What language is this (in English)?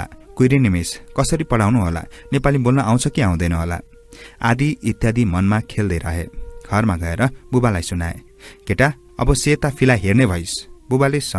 Nepali